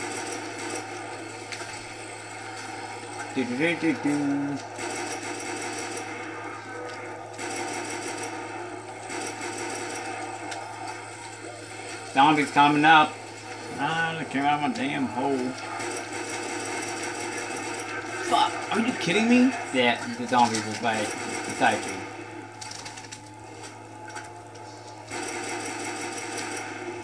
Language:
English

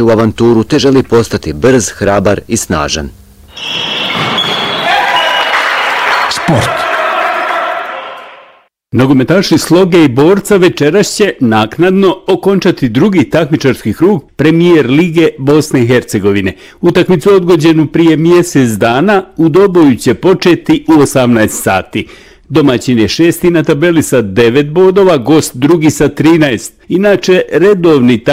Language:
Bosnian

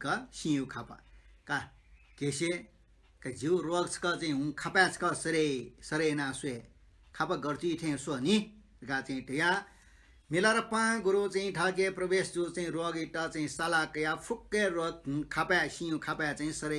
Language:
Newari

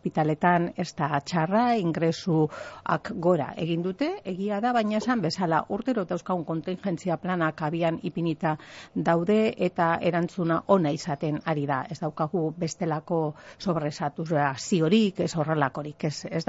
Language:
Basque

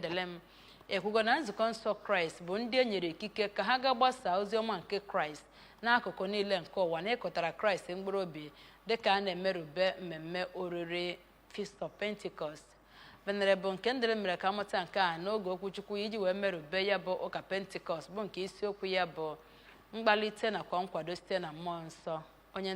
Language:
Igbo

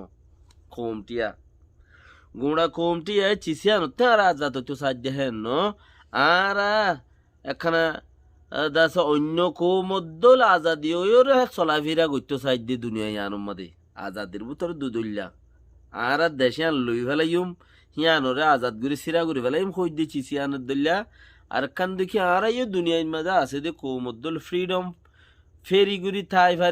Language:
Rohingya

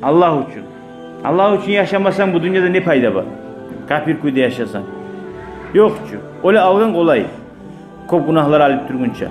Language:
Kumyk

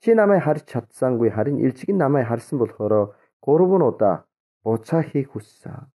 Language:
Mongolian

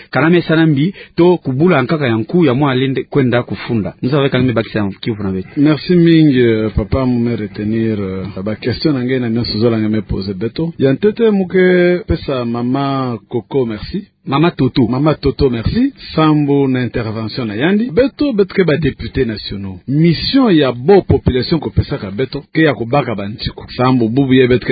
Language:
Kituba (Democratic Republic of Congo)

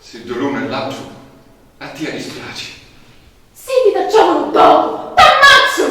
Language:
Sicilian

